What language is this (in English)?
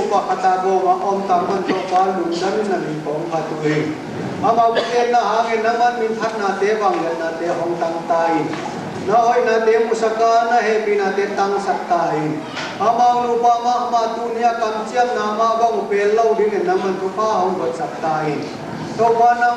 Tedim Chin